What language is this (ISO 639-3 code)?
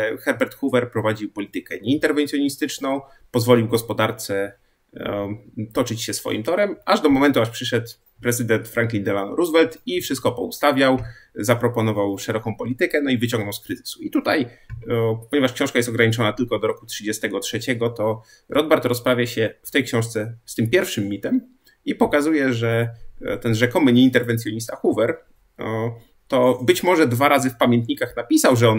pol